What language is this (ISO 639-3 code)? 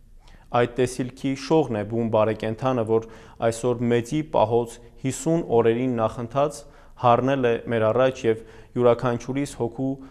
hye